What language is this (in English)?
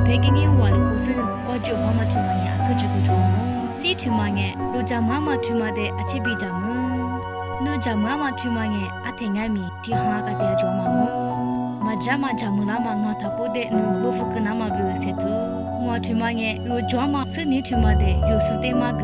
Lisu